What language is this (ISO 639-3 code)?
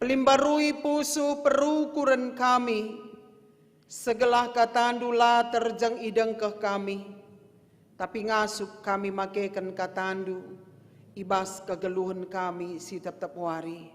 btx